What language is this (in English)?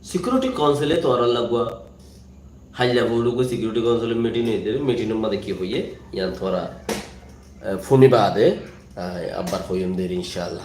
Rohingya